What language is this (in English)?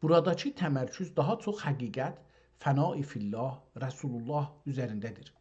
South Azerbaijani